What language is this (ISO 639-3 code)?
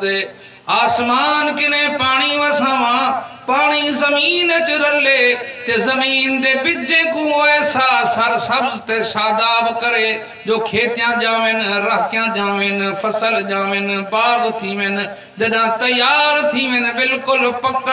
skr